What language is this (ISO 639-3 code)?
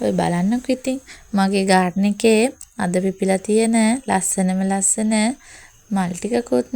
sin